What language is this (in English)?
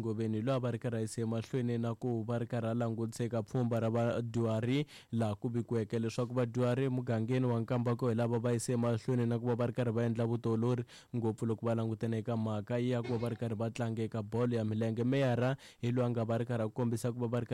Tsonga